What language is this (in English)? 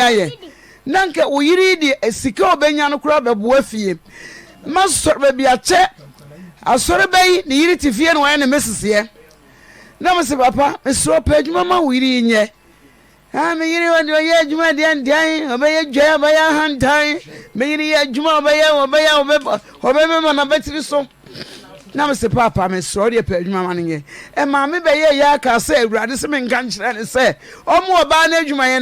Akan